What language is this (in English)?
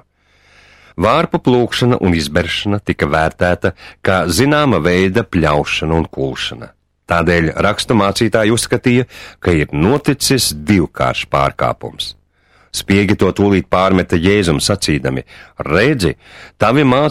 Latvian